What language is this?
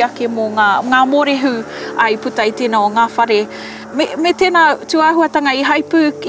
Māori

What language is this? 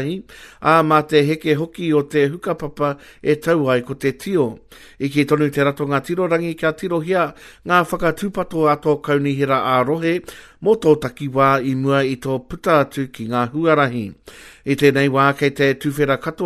Māori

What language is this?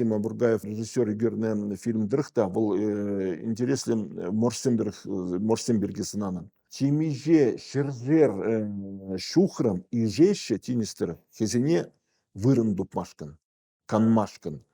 Chuvash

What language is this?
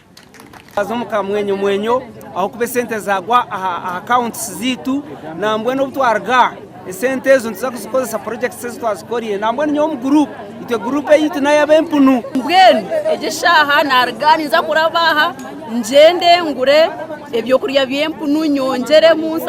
Nyankole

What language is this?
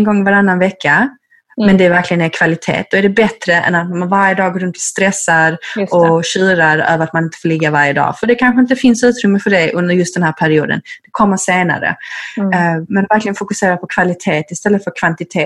Swedish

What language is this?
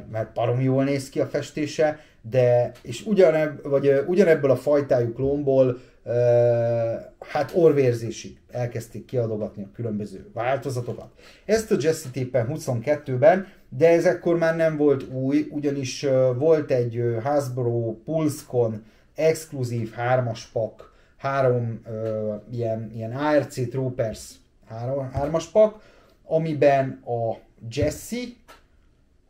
Hungarian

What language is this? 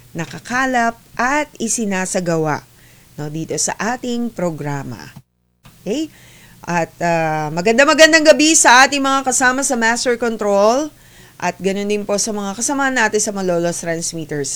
Filipino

